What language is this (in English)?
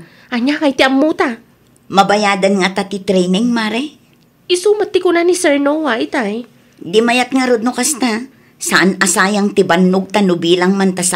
Iloko